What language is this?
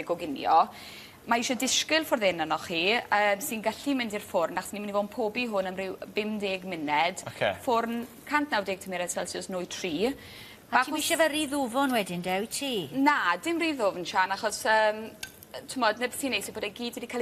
Welsh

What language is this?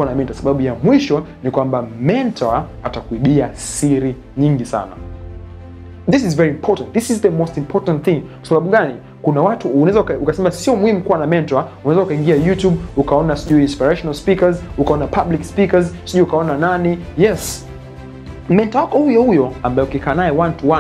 Swahili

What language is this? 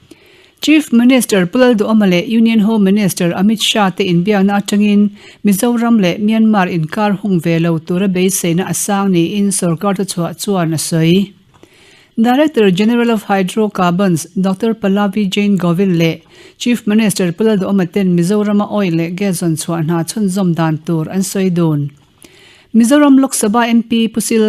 Mizo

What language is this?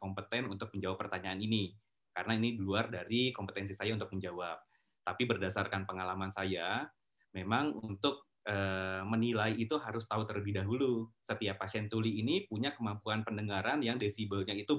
Indonesian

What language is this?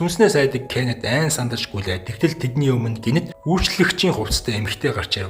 Mongolian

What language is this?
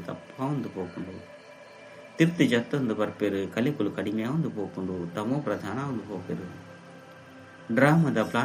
Tulu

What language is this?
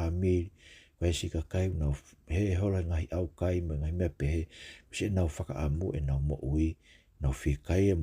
Tongan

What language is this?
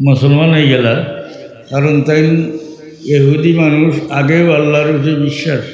Sylheti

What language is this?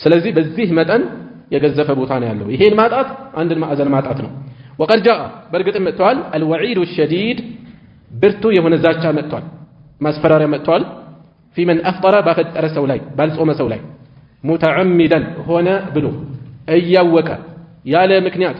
Amharic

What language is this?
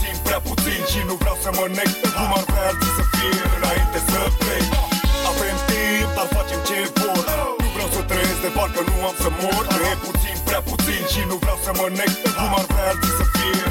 Romanian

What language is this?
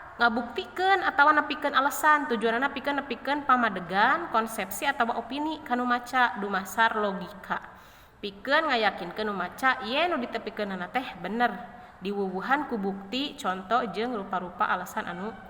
Sundanese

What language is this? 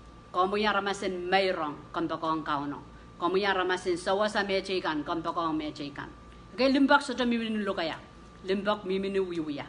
Pohnpeian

